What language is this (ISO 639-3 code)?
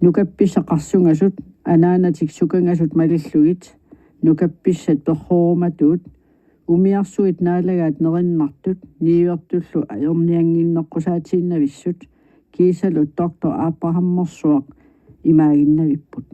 kal